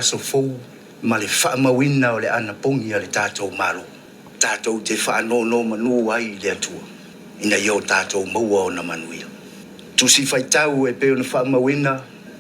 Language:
Samoan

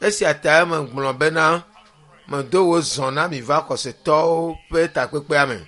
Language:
Ewe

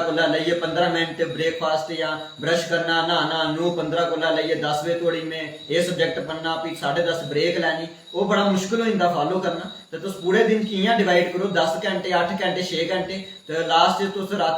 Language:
Dogri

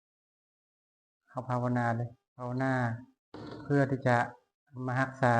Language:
Lao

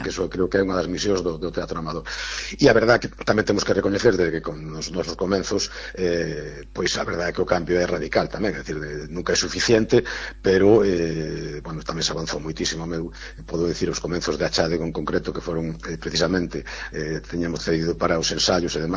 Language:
Galician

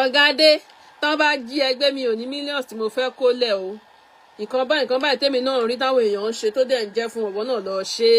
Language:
Yoruba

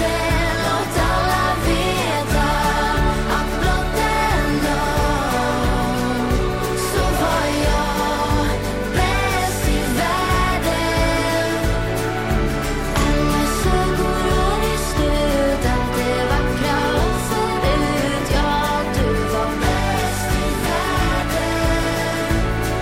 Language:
Swedish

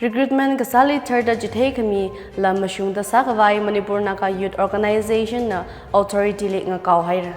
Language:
Tangkhul Naga (India)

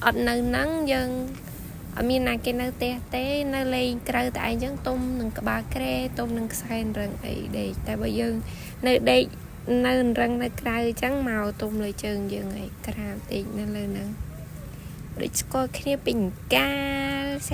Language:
Khmer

